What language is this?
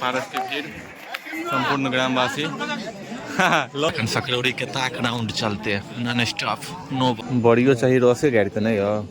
Maithili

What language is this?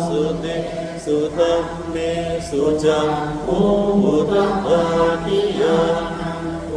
Pali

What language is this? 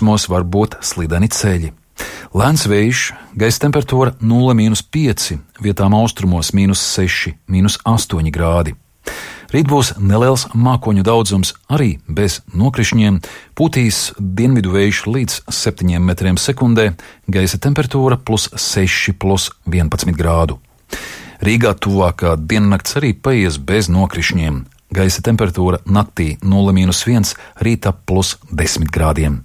Latvian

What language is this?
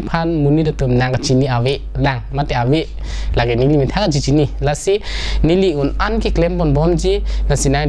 Karbi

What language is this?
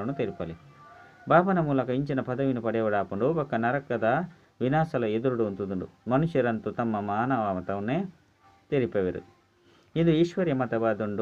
Tulu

